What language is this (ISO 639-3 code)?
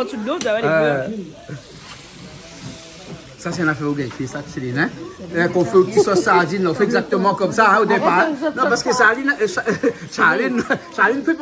rcf